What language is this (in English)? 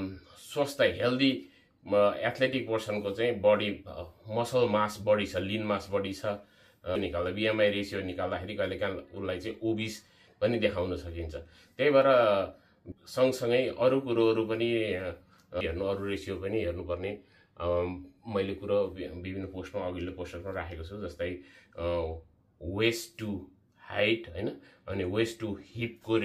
Nepali